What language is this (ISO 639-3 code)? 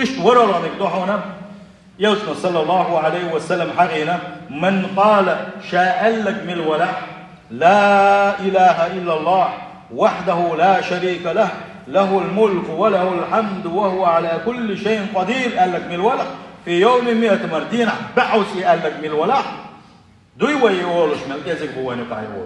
che